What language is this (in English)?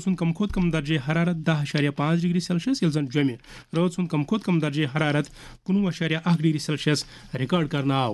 Kashmiri